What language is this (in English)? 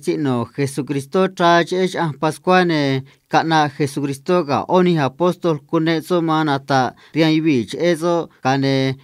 Copala Triqui